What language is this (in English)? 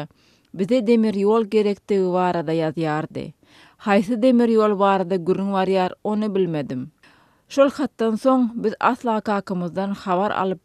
Turkmen